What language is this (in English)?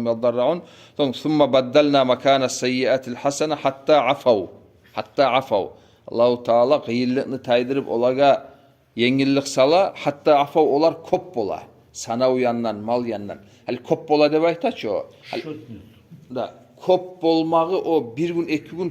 Kumyk